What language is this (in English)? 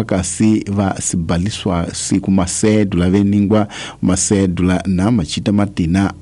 Tsonga